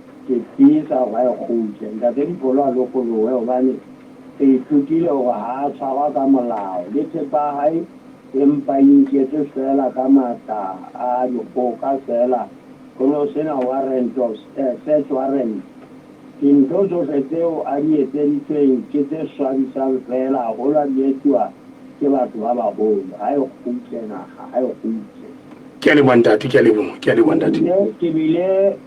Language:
Southern Sotho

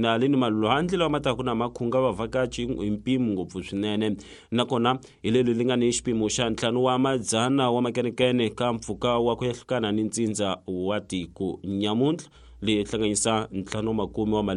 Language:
Tsonga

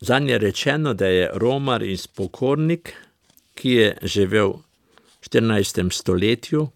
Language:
Slovenian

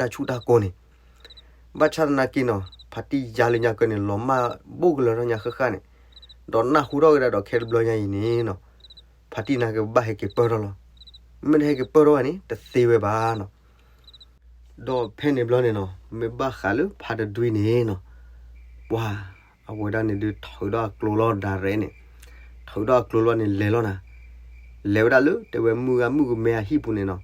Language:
S'gaw Karen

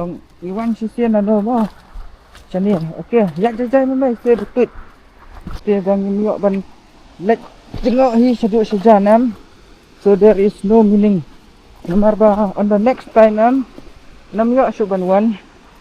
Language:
Khasi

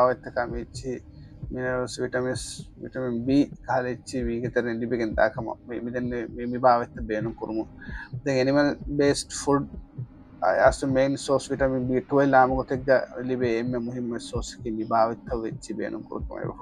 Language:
Divehi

